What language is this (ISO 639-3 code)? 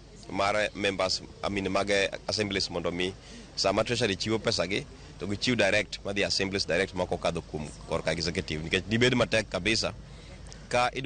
luo